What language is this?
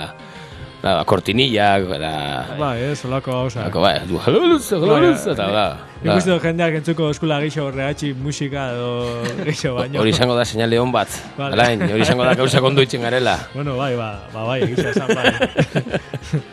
Basque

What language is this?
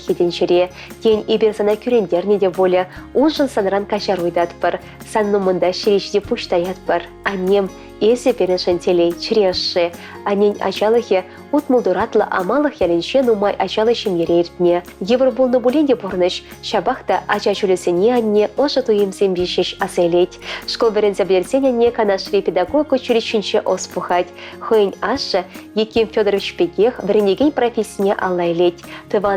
Chuvash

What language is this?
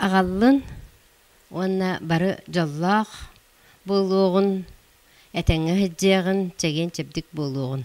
Yakut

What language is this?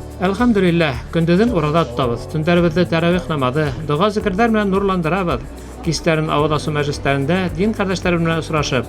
Bashkir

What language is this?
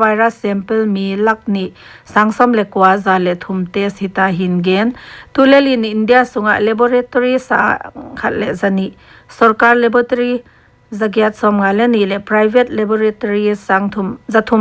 Paite Chin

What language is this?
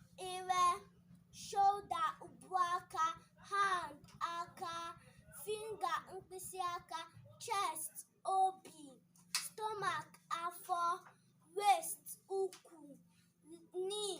Igbo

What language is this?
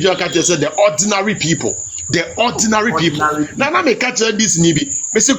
Akan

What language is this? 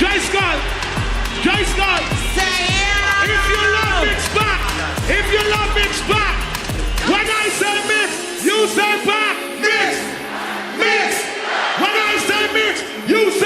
Jamaican Creole English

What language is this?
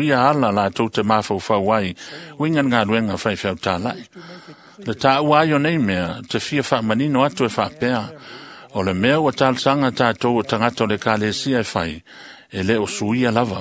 Samoan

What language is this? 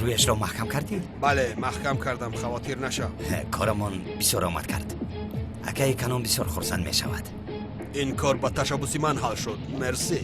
Tajik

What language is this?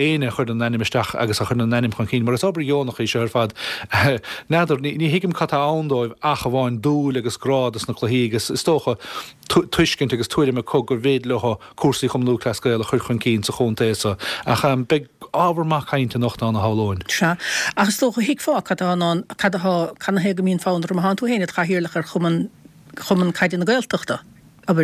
Irish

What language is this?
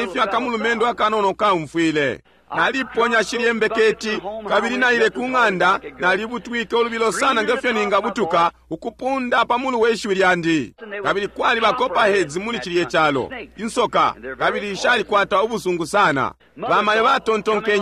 Bemba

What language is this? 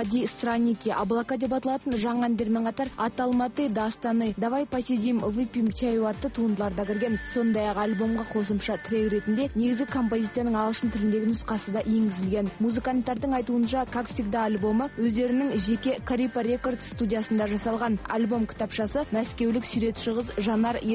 Kazakh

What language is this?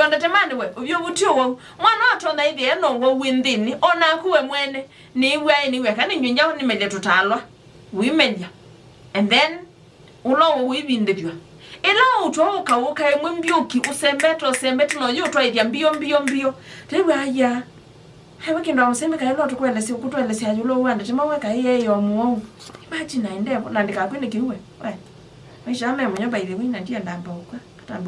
Kamba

